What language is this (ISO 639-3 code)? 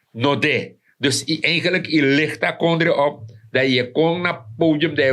srn